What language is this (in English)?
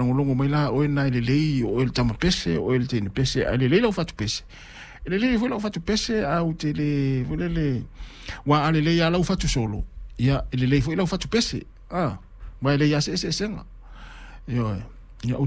Samoan